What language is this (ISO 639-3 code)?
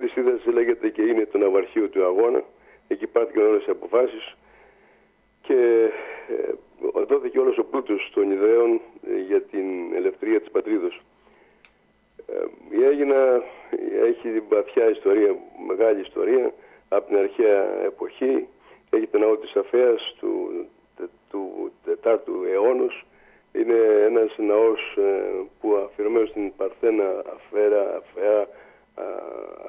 ell